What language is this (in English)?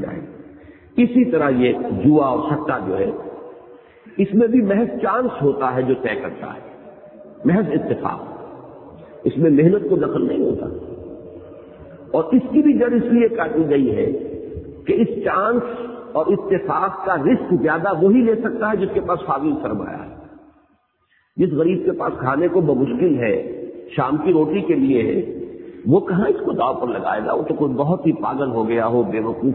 Urdu